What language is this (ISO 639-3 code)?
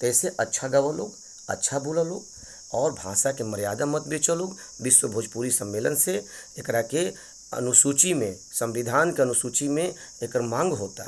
bho